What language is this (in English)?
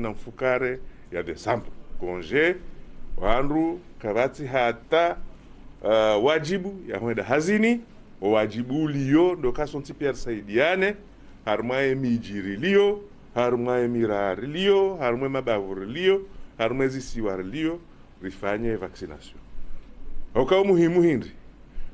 Ngazidja Comorian